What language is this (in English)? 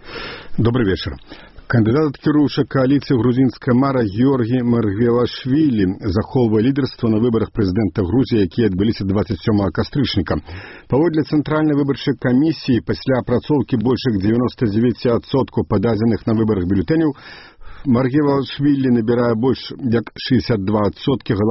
Belarusian